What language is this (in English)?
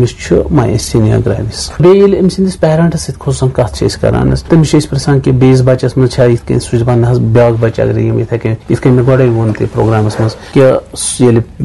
Kashmiri